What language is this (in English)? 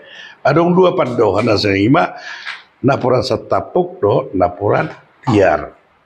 Batak Toba